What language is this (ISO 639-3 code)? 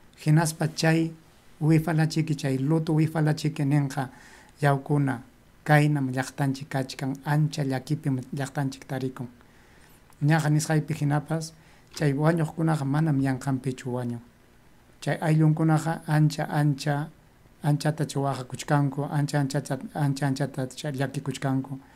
quy